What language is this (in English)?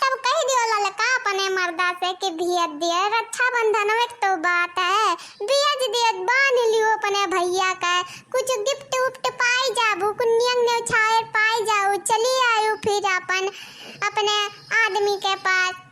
Awadhi